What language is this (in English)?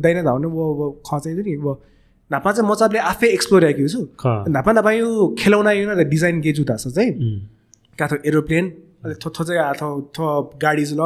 Newari